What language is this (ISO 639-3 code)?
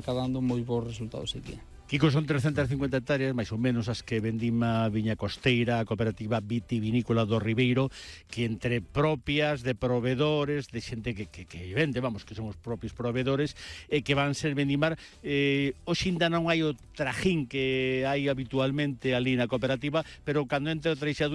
glg